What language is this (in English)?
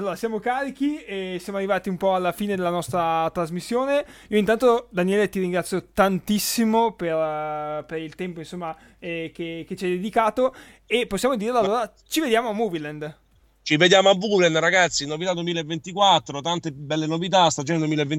Italian